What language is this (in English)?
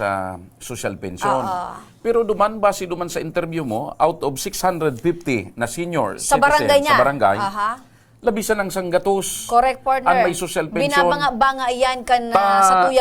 Bikol